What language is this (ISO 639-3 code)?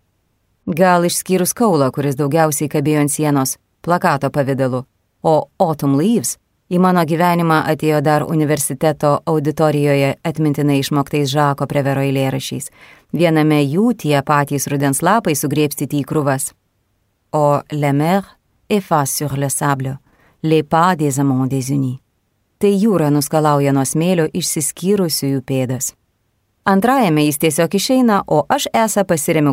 lit